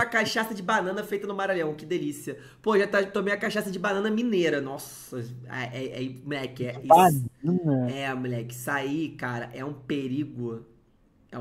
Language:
Portuguese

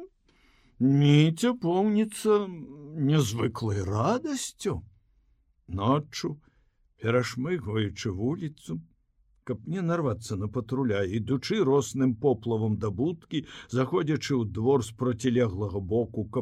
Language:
Belarusian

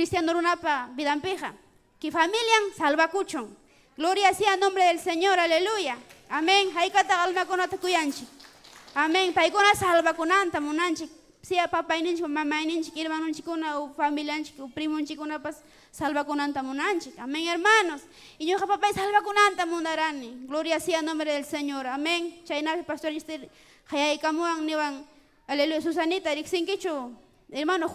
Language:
Ayacucho Quechua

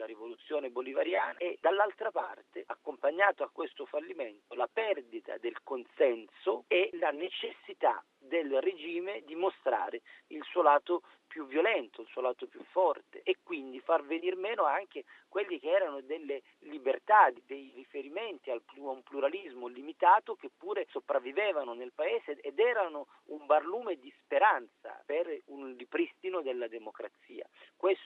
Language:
Italian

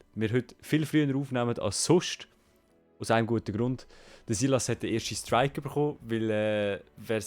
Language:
Swiss German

